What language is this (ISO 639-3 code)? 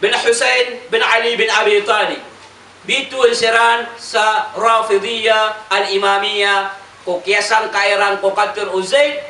mrw